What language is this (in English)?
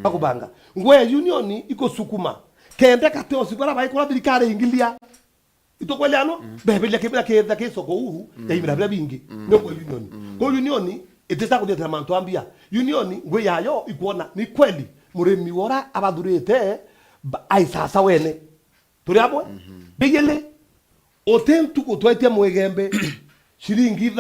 Meru